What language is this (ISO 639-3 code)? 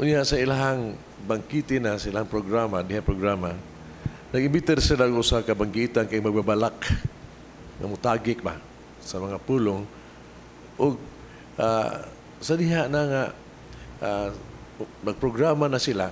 ceb